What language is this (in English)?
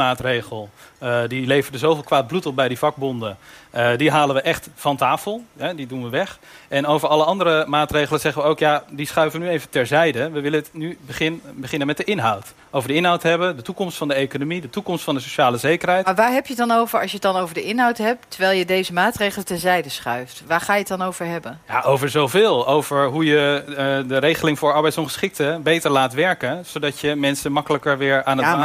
Dutch